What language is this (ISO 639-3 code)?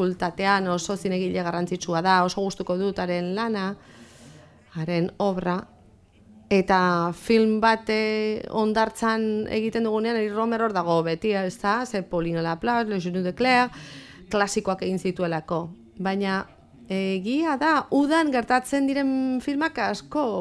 eus